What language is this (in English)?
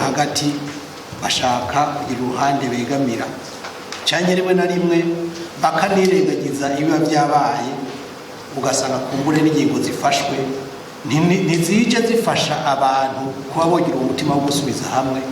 Rundi